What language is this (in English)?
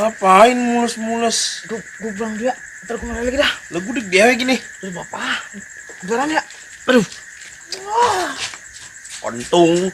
Betawi